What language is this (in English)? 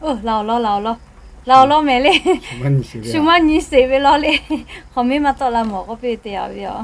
Lahu